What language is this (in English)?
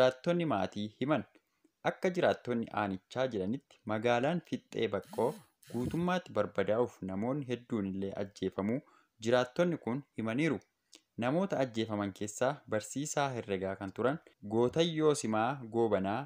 Oromo